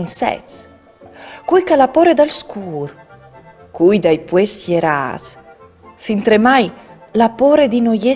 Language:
Friulian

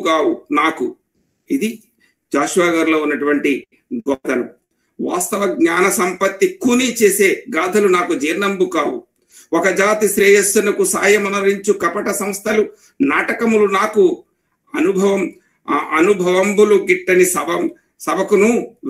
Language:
Telugu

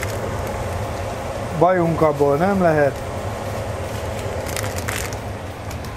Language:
Hungarian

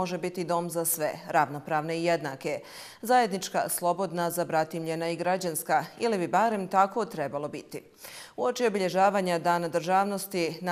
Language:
Bosnian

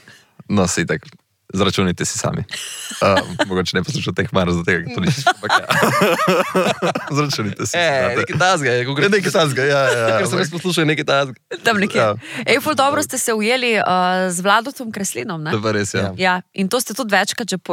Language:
Slovenian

